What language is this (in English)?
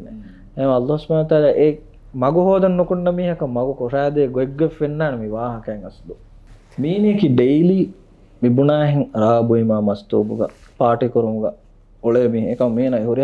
Divehi